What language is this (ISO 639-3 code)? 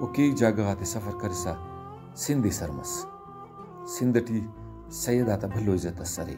brh